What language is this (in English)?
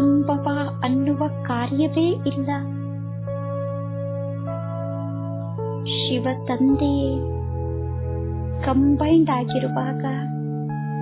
Kannada